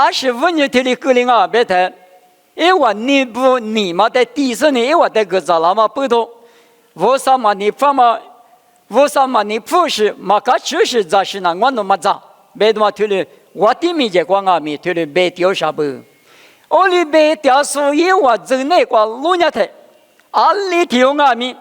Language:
Lisu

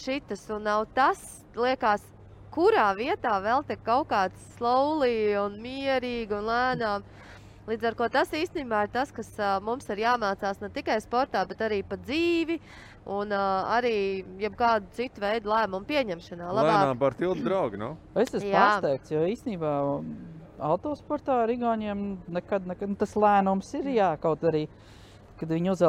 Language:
Latvian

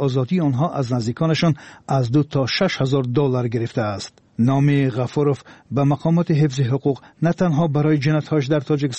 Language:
Tajik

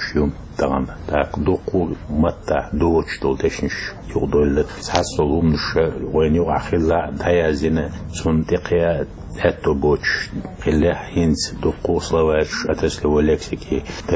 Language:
Chechen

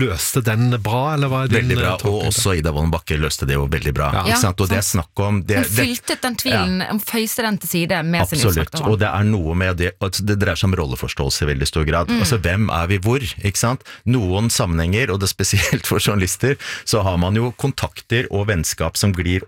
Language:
Norwegian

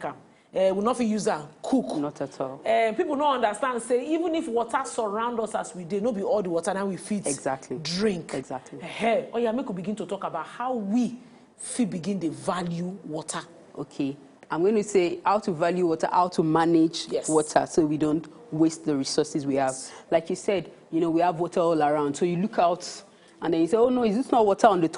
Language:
Nigerian Pidgin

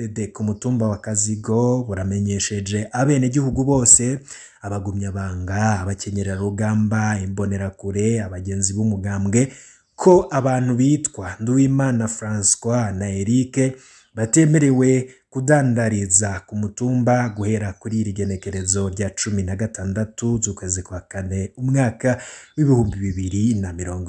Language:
Rundi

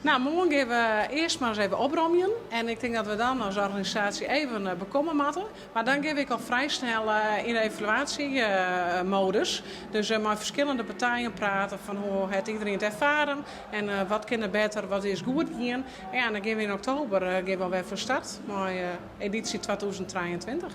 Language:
Western Frisian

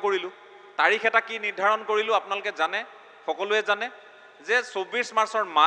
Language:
Assamese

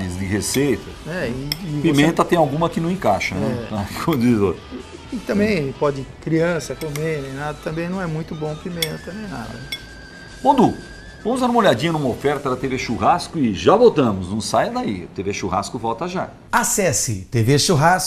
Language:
Portuguese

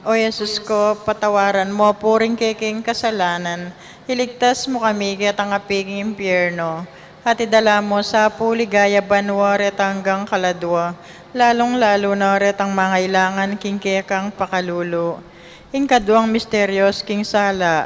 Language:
Pampanga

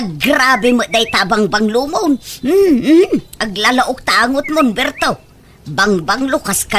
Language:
Iloko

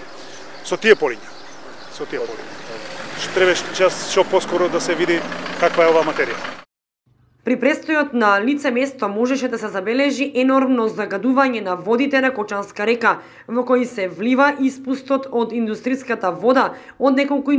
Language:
Macedonian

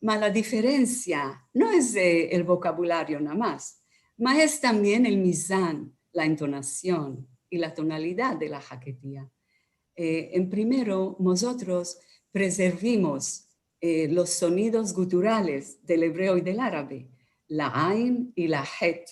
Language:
Ladino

